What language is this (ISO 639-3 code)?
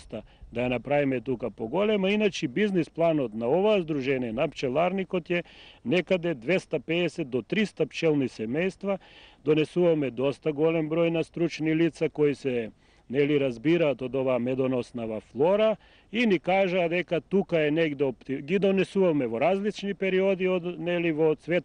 mkd